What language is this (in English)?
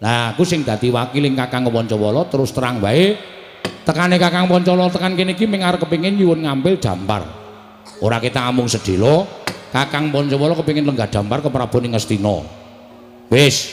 Javanese